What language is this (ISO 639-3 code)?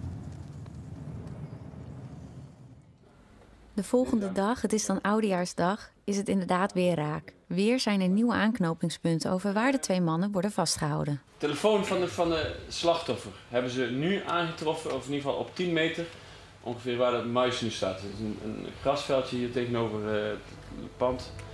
nld